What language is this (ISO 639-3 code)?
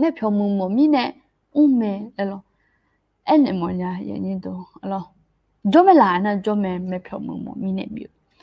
ahk